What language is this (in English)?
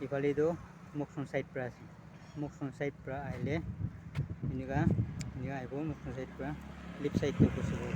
Naga Pidgin